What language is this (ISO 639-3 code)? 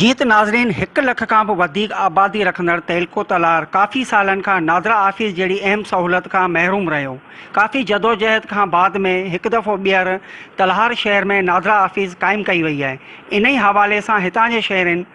snd